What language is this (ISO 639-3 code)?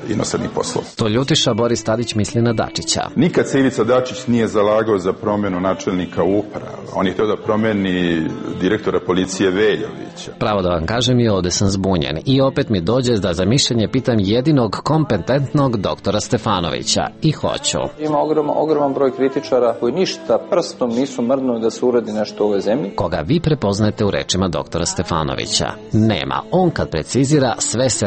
srp